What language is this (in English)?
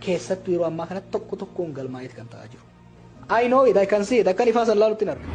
Oromo